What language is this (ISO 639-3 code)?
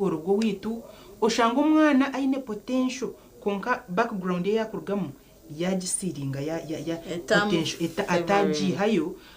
nyn